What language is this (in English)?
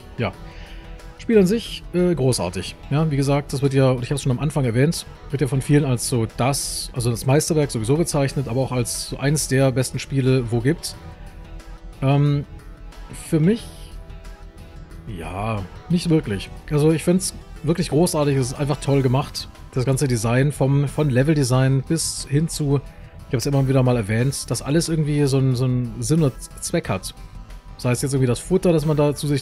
German